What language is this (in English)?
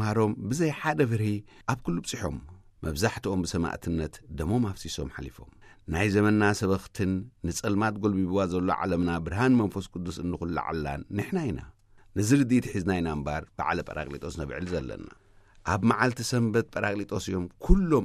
Tigrinya